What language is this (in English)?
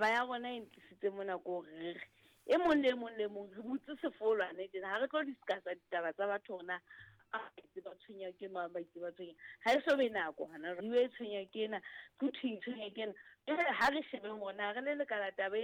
Southern Sotho